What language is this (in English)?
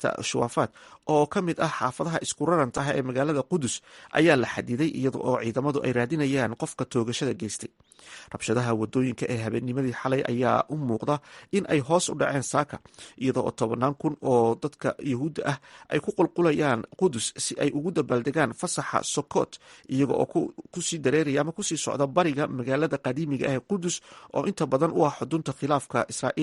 Somali